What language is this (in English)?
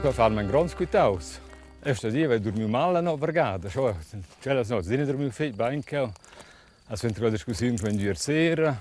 Romansh